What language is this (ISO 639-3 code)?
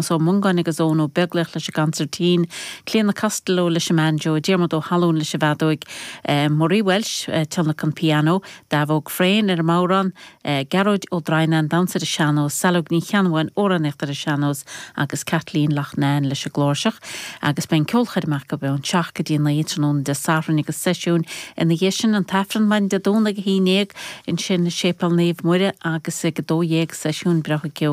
gle